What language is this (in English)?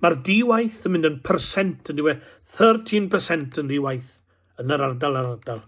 Welsh